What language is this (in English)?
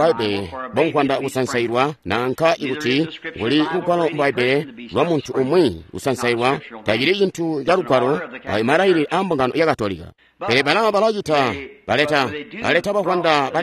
Tonga (Zambia)